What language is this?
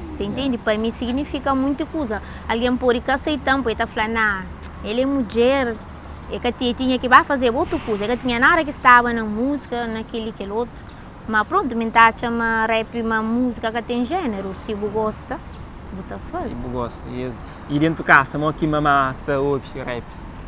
Kabuverdianu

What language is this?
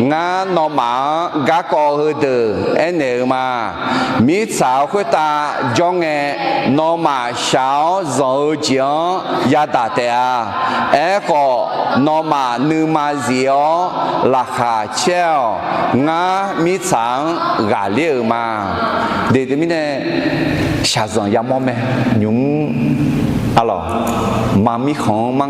Akha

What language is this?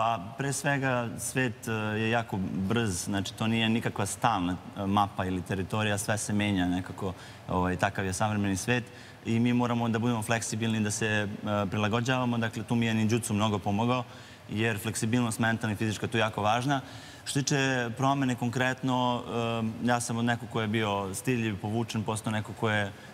Serbian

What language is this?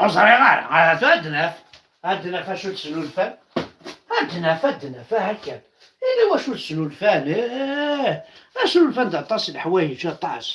Kabyle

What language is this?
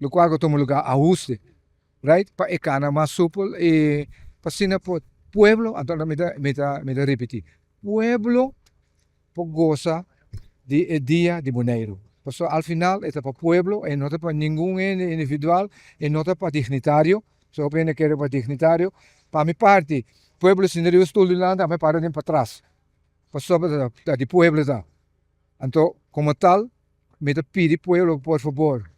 Papiamento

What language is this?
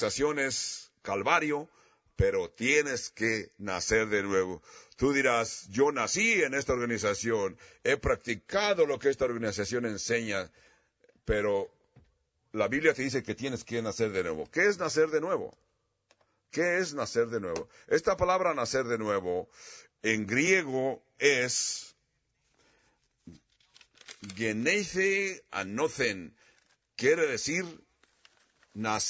Spanish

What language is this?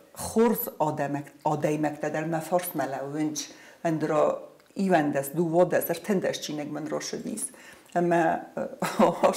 Ossetic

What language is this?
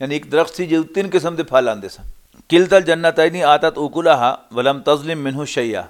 Western Panjabi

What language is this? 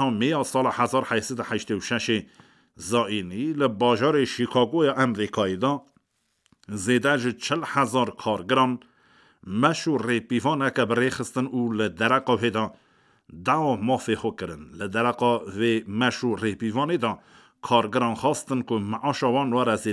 Kurdish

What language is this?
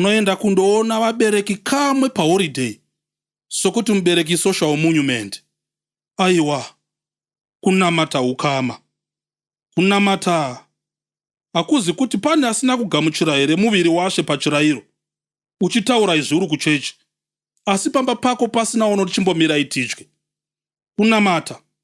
Shona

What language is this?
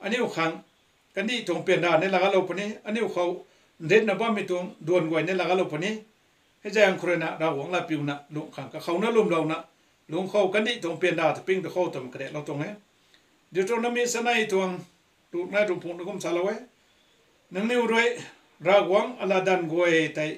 Rongmei Naga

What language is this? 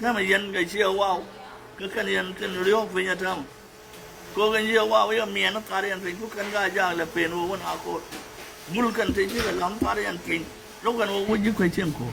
Nuer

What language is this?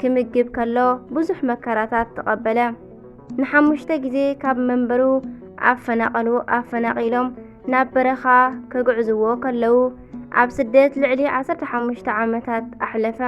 Tigrinya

